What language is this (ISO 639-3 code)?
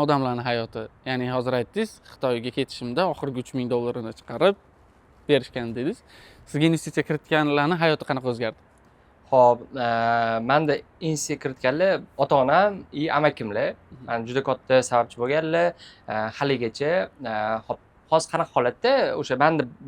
uzb